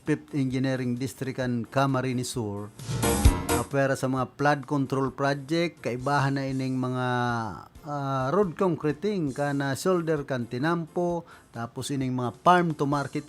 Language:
Bikol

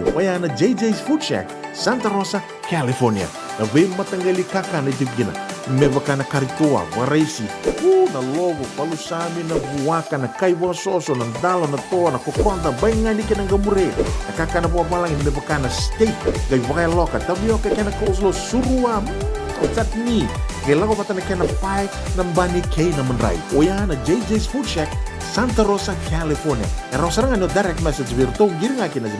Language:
Fijian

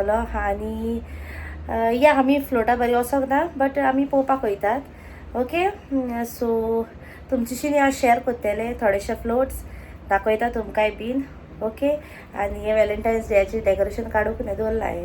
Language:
Konkani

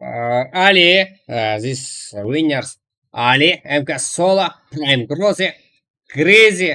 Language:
Kara-Kalpak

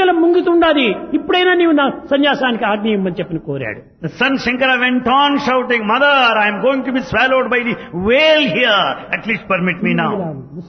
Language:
Telugu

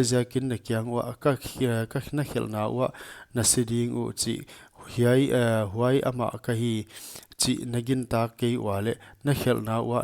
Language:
Paite Chin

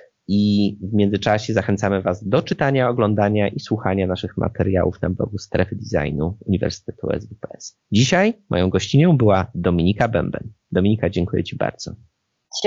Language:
Polish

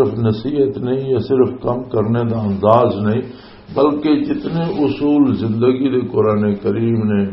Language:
Western Panjabi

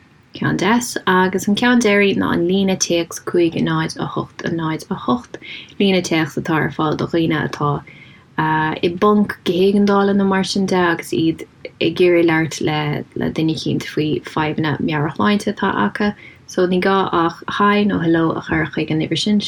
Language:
Irish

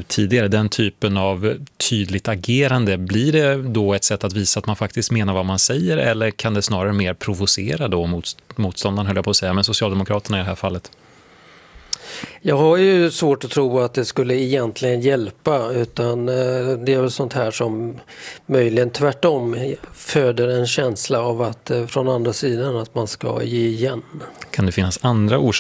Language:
Swedish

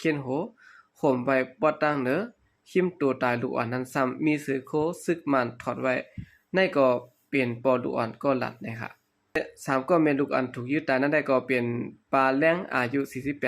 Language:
Shan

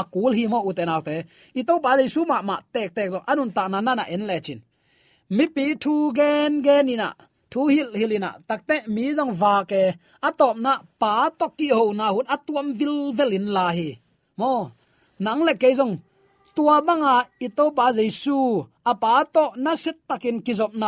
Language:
Tedim Chin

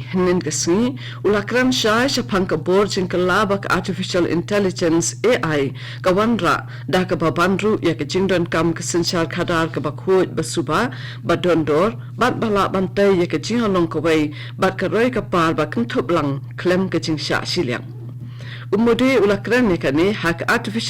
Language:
Khasi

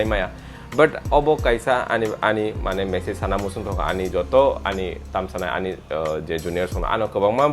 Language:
Kok Borok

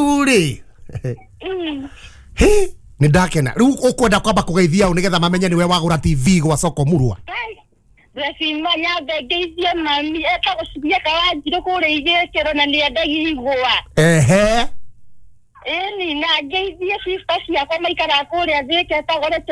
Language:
Kikuyu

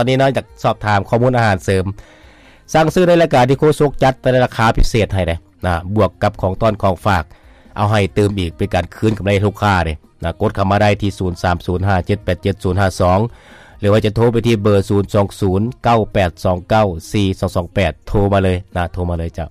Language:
Lao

